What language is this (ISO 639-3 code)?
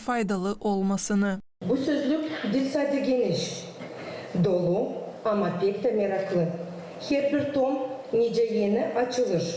gag